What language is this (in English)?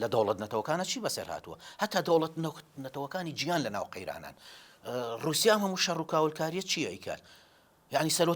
Central Kurdish